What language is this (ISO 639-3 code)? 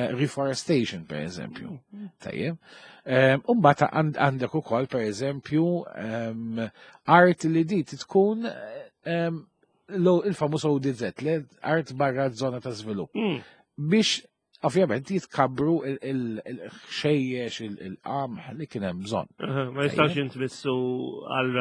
mlt